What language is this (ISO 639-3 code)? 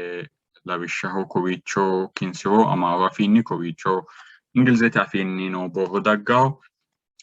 sid